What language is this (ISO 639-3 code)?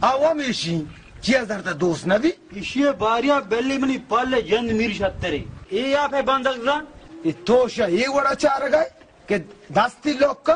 bal